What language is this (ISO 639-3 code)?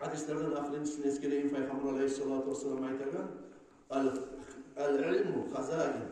kum